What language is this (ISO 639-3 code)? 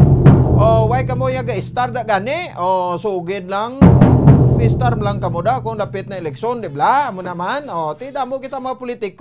hil